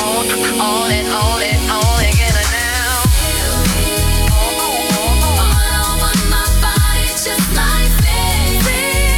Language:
English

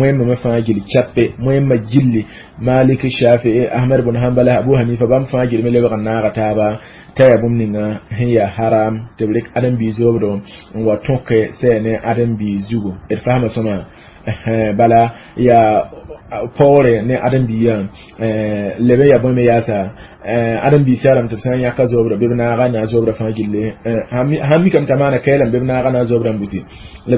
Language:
Mossi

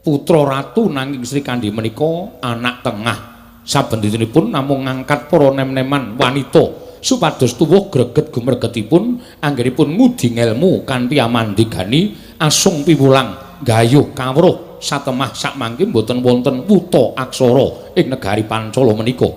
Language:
Javanese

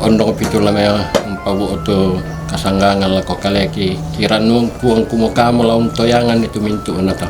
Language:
Toraja-Sa'dan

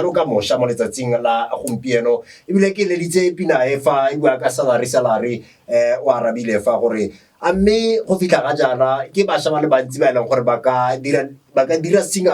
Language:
Tswana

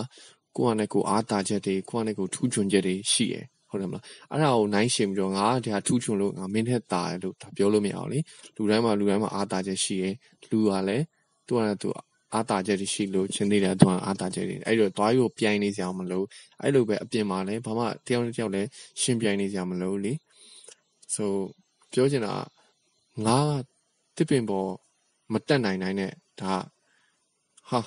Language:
Burmese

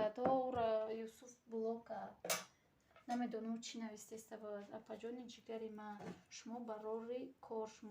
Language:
Tajik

